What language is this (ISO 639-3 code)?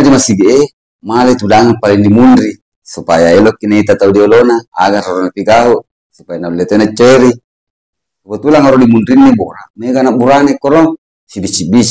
bug